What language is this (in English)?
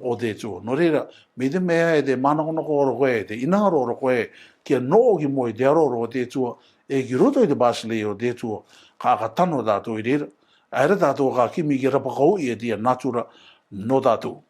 Rarotongan